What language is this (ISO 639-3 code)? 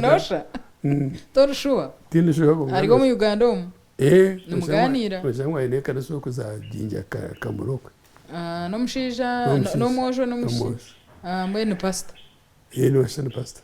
nyn